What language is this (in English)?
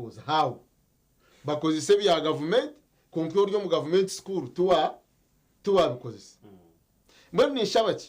Nyankole